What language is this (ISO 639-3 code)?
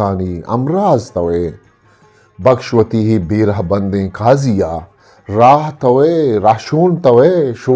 bgp